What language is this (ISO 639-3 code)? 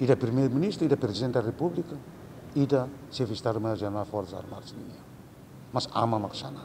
tet